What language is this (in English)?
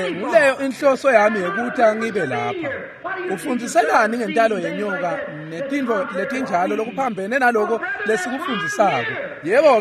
Swati